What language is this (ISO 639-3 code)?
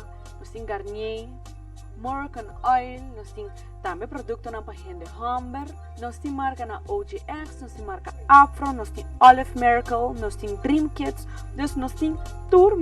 pap